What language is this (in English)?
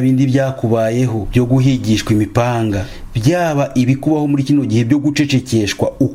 Kinyarwanda